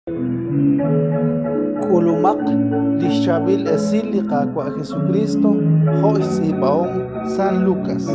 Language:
Kekchí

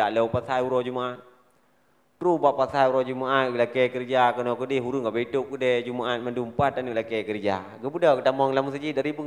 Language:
Achinese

